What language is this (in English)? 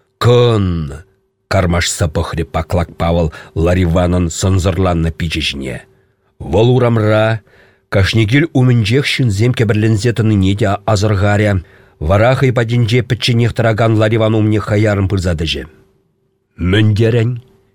Chuvash